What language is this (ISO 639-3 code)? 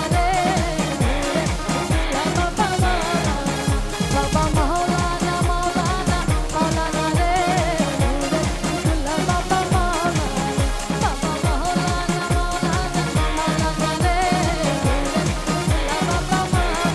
ben